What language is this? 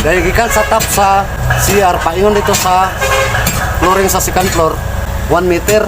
Cebuano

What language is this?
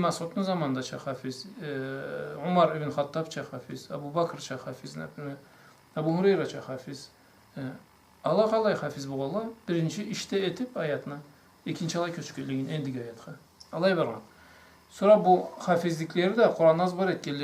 Karachay-Balkar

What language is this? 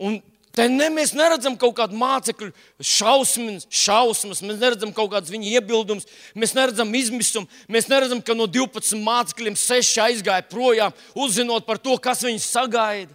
Latvian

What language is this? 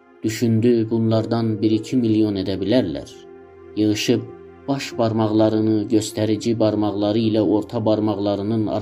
South Azerbaijani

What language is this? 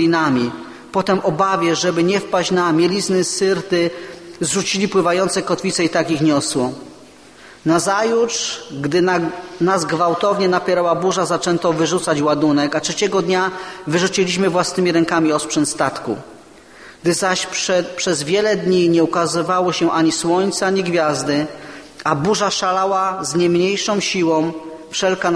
Polish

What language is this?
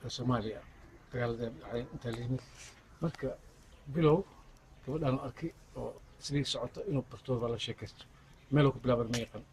Somali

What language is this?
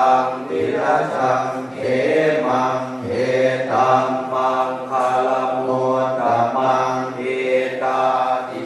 Pali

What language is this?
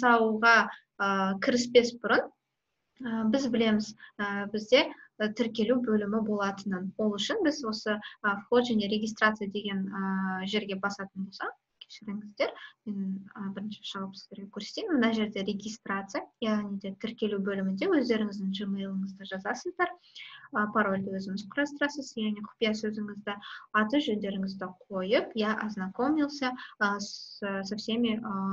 Kazakh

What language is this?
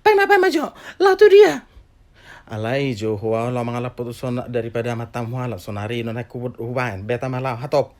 Batak Toba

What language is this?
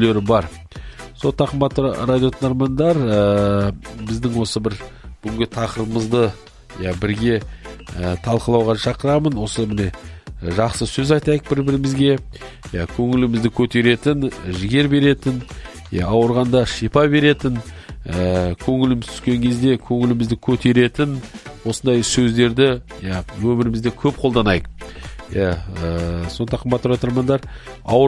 Kazakh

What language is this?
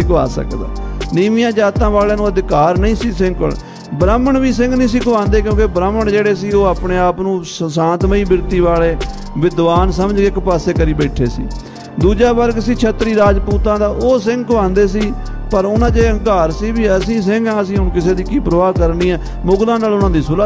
Punjabi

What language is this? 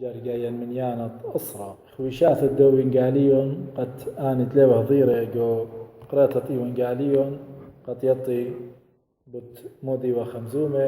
Assyrian Neo-Aramaic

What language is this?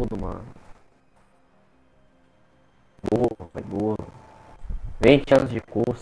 Portuguese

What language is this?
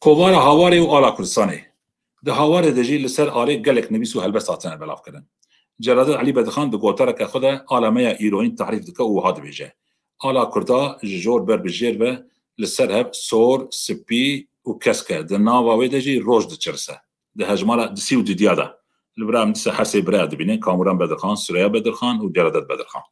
Kurdish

